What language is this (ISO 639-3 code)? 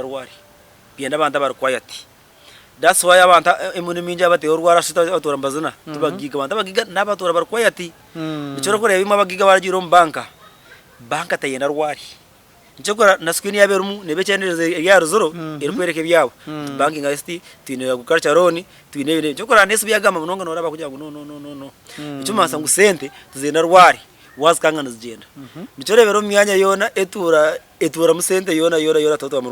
nyn